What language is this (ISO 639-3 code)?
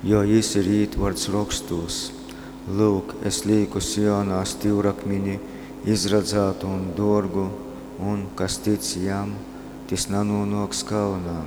ltg